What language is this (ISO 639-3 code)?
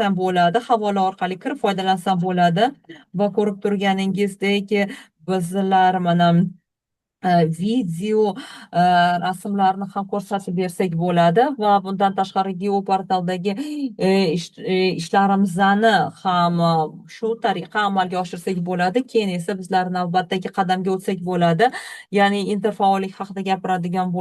uzb